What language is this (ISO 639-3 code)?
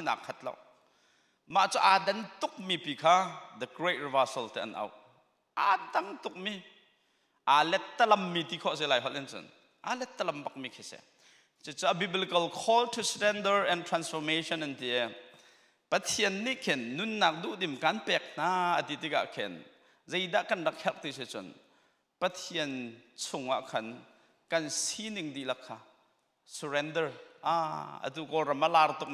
cnh